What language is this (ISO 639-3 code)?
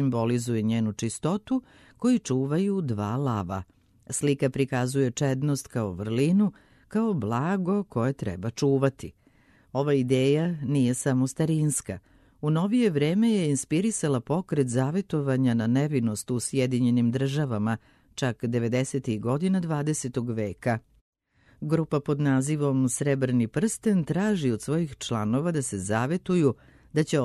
srp